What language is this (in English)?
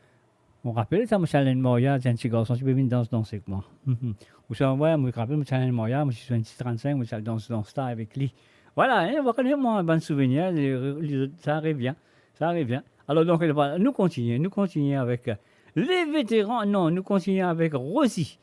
Morisyen